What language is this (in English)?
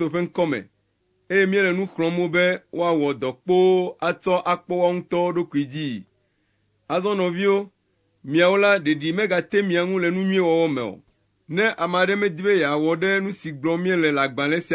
Ewe